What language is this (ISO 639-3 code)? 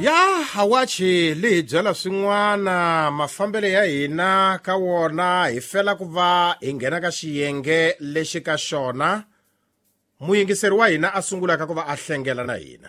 tso